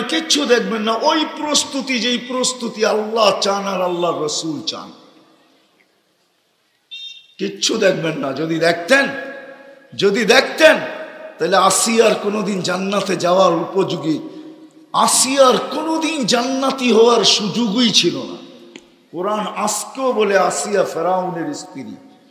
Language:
Bangla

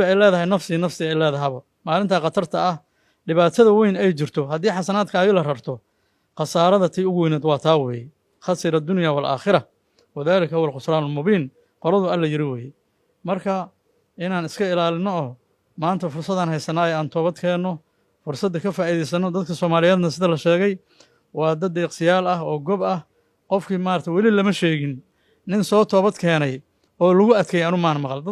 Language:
Somali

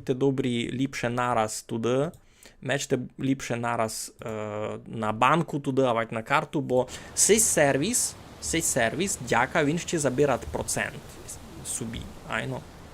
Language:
Rusyn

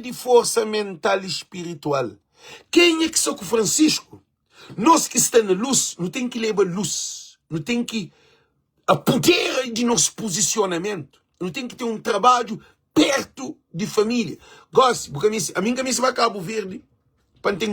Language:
Kabuverdianu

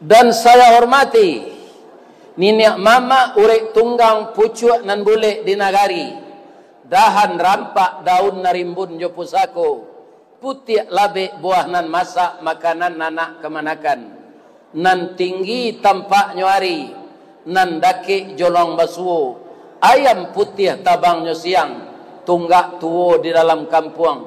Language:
Minangkabau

